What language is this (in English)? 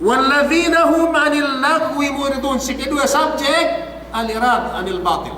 Yakan